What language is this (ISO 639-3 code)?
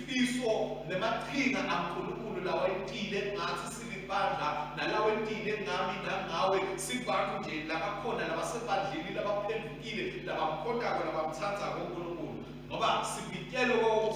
ssw